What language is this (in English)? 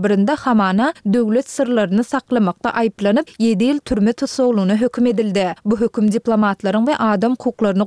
Turkmen